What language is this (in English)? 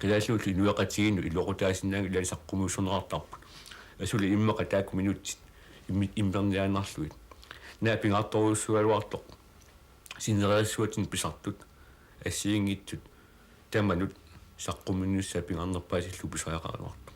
Kalaallisut